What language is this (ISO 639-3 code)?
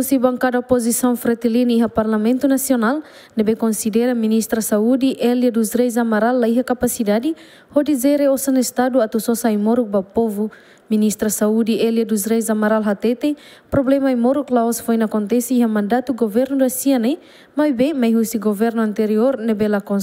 tet